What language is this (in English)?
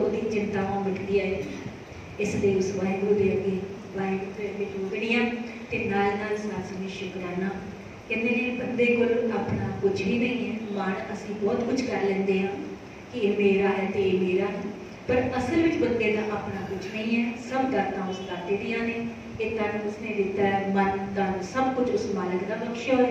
Punjabi